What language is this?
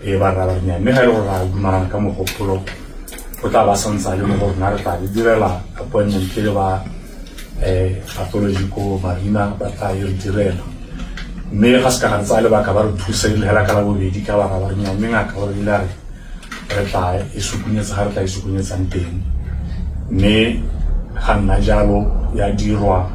Tswana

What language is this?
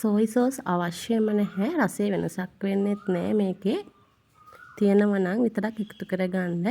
Sinhala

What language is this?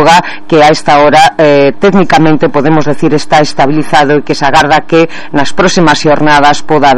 Galician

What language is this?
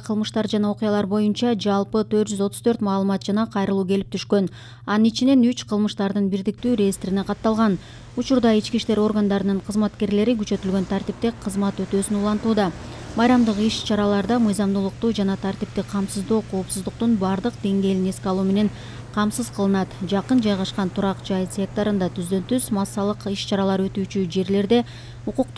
Kyrgyz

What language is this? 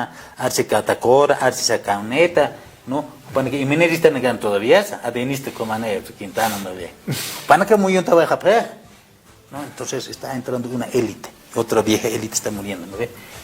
Aymara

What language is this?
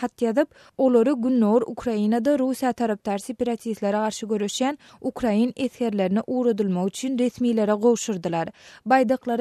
Turkmen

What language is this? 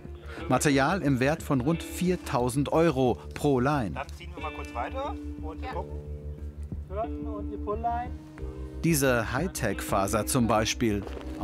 German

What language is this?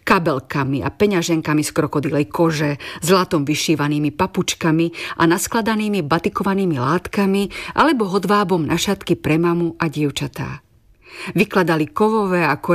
Slovak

